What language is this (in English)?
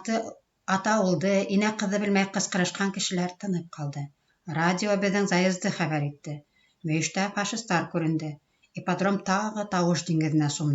Bashkir